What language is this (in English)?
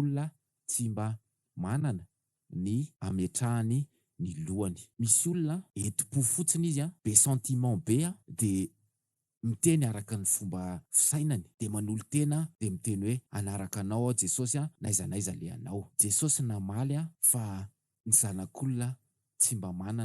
Malagasy